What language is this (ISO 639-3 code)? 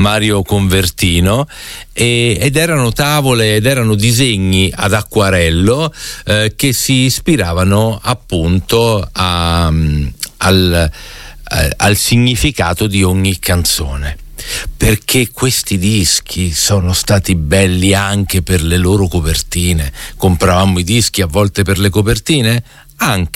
ita